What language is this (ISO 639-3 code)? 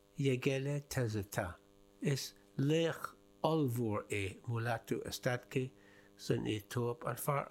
gle